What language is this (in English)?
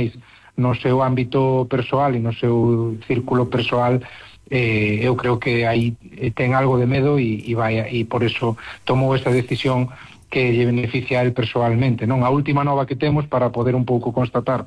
Galician